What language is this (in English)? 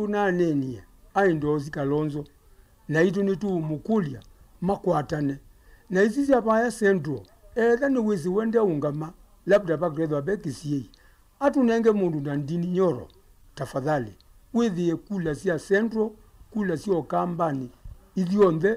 Kamba